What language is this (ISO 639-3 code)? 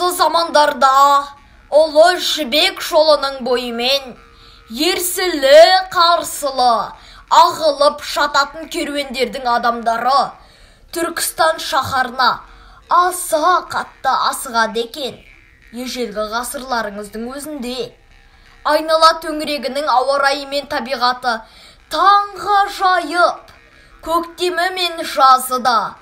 kaz